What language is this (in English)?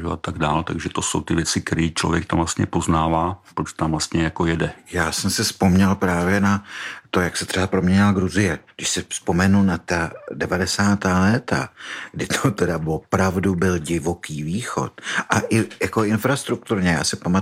Czech